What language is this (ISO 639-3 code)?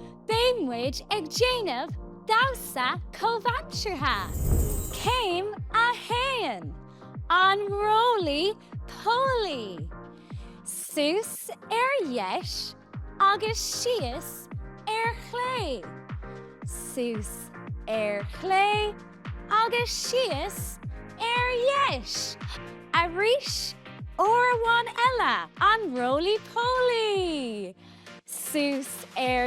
gle